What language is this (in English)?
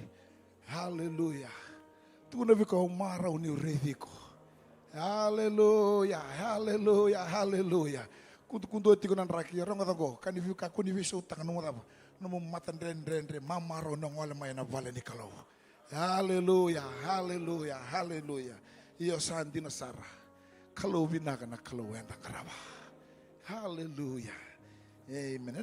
Fijian